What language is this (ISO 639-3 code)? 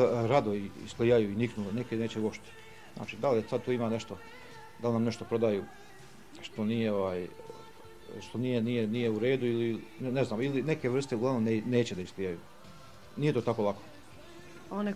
hrv